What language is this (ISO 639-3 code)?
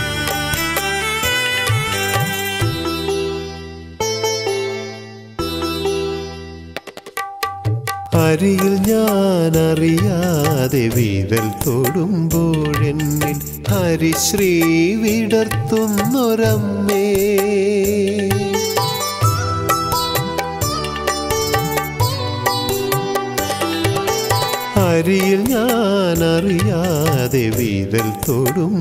mal